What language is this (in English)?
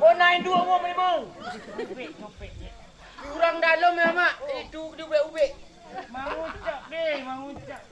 Minangkabau